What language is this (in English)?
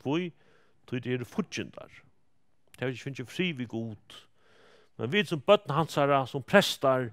Faroese